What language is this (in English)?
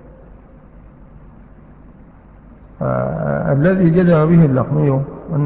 Arabic